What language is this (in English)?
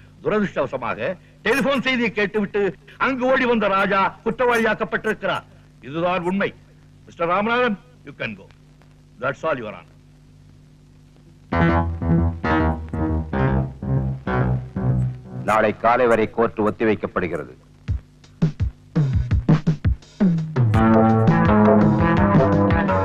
Tamil